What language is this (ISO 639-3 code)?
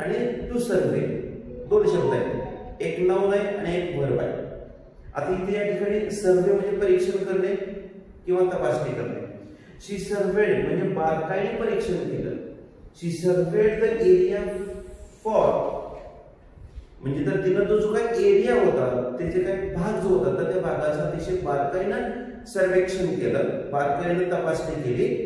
mar